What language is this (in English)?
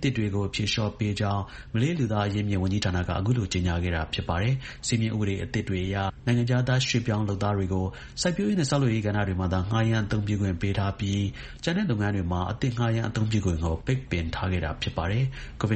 Burmese